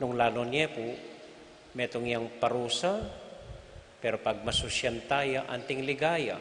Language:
Pampanga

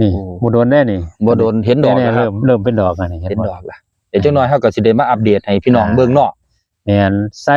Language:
Northeastern Thai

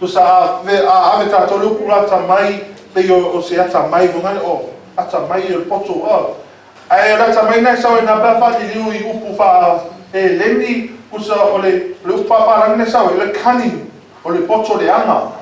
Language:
Samoan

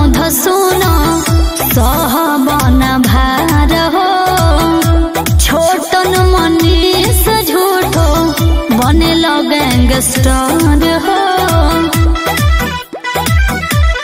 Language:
Bhojpuri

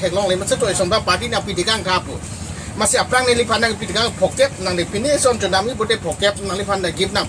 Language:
Karbi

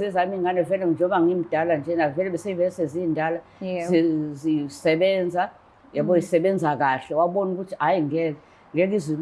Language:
Zulu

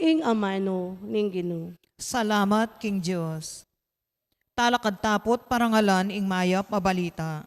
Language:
Pampanga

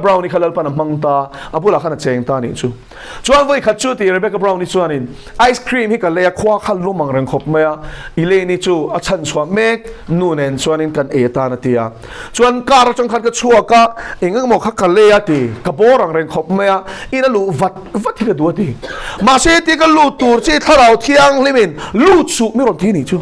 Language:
Mizo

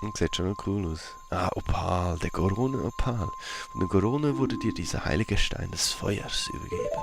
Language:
Swiss German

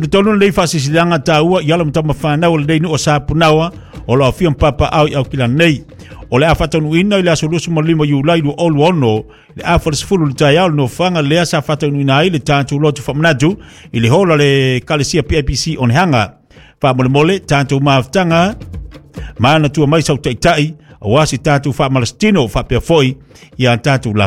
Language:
Samoan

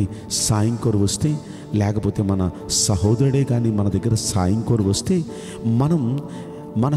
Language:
Telugu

